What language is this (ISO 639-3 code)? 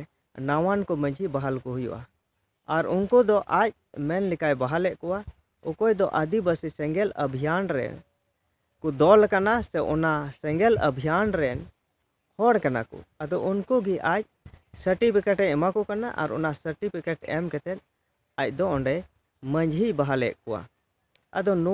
sat